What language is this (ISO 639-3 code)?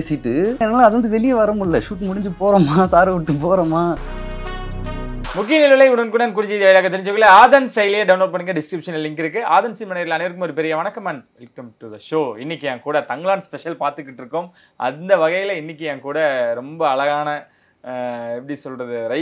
tam